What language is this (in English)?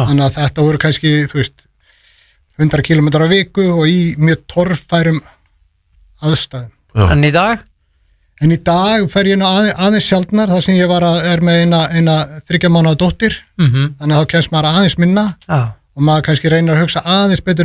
Icelandic